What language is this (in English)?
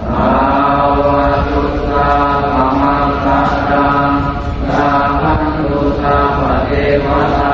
Pali